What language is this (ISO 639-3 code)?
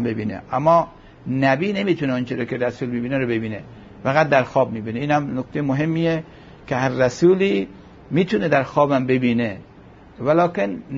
fas